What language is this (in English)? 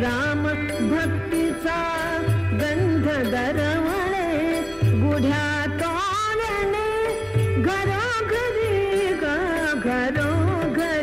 Marathi